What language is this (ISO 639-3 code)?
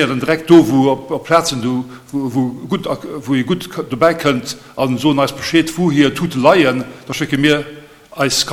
ltz